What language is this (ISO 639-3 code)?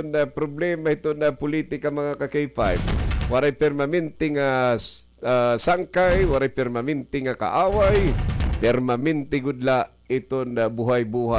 war